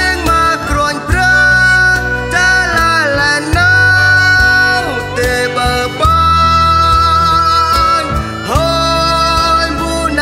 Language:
Central Mnong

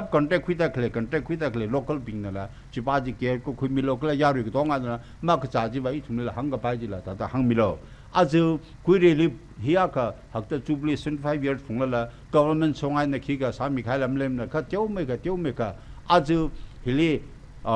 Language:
Tangkhul Naga (India)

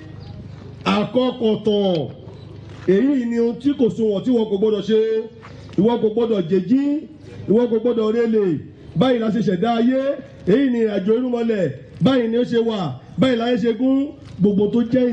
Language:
Yoruba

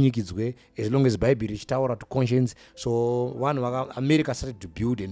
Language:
Shona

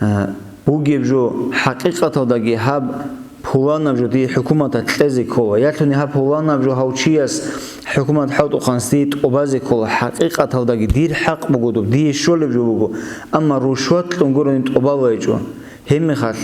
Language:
Avaric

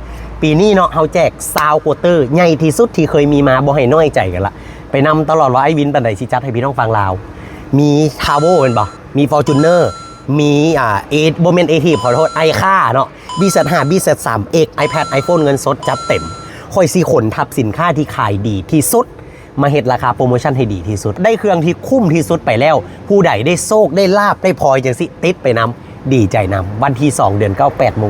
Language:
Lao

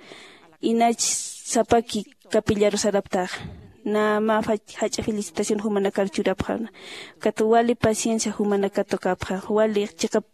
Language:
Aymara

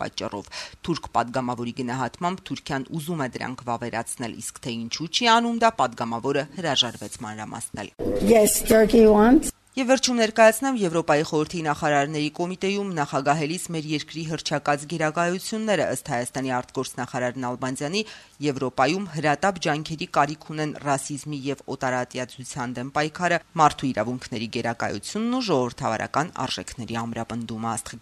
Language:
Armenian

